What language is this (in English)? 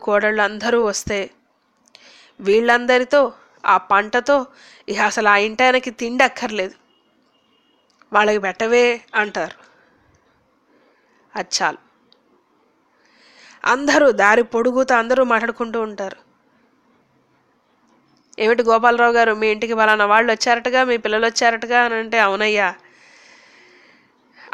Telugu